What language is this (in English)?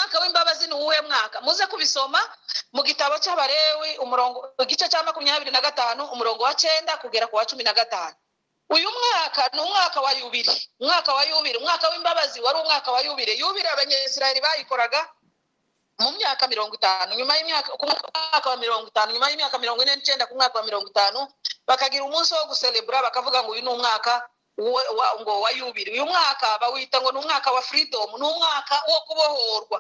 Kinyarwanda